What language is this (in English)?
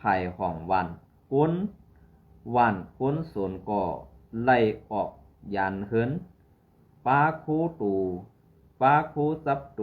Shan